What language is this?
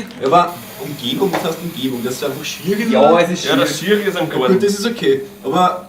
Bavarian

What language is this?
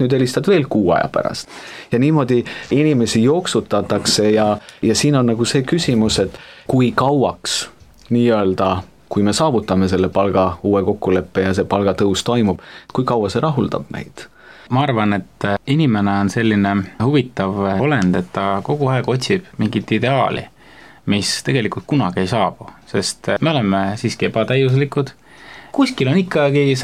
Estonian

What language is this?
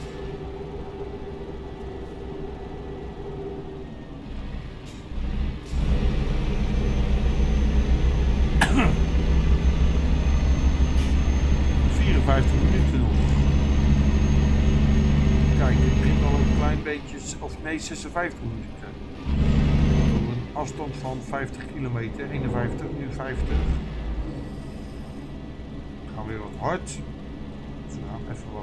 Dutch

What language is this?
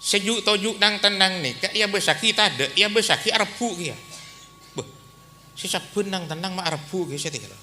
Madurese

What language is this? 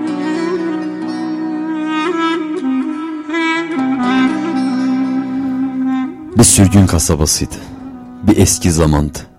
Turkish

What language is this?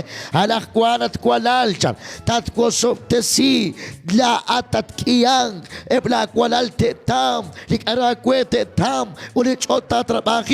Kekchí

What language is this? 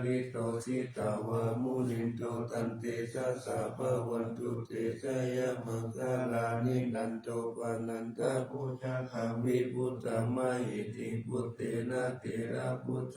Pali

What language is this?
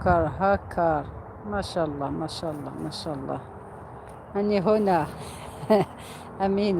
Algerian Arabic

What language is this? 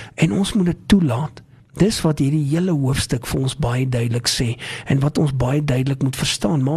Afrikaans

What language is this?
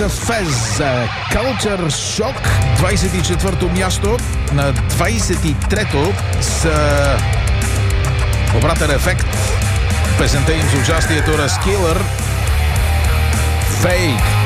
Bulgarian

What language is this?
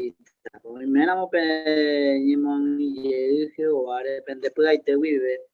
Guarani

